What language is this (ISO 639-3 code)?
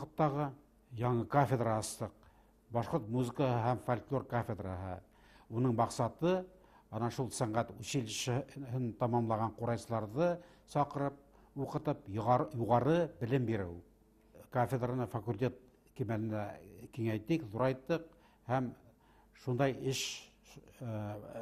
bak